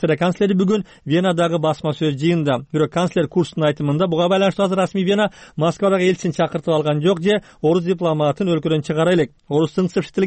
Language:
Kyrgyz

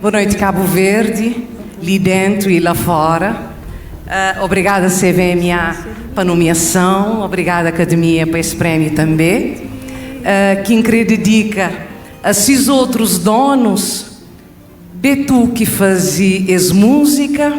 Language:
Kabuverdianu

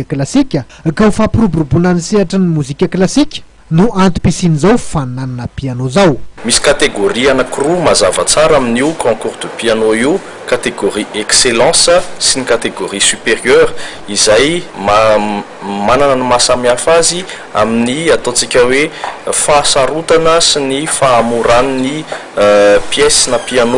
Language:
Malagasy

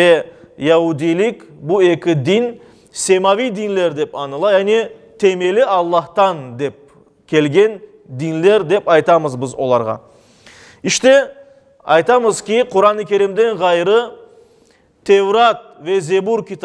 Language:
Crimean Tatar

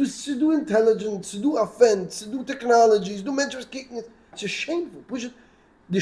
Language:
Yiddish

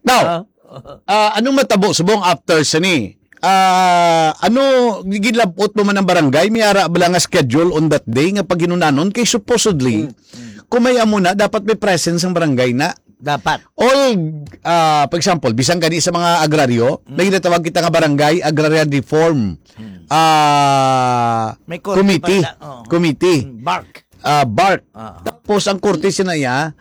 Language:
Hiligaynon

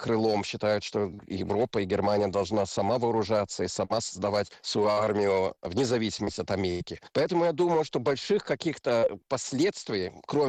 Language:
Russian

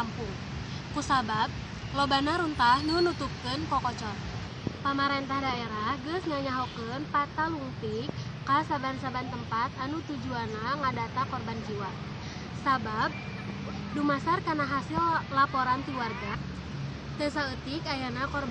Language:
Sundanese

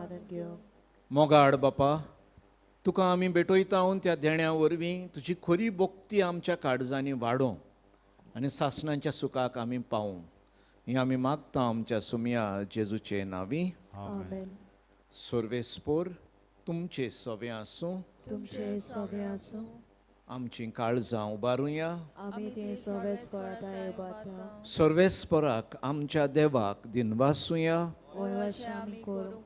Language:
Konkani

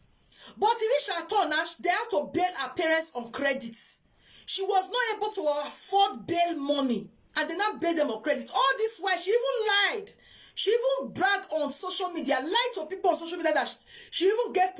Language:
Nigerian Pidgin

